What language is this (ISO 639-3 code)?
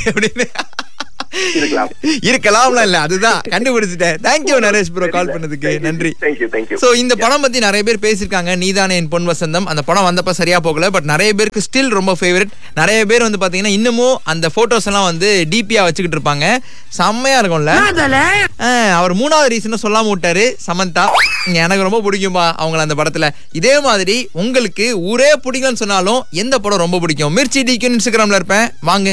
tam